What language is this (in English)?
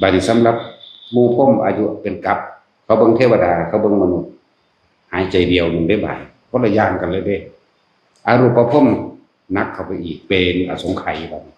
Northeastern Thai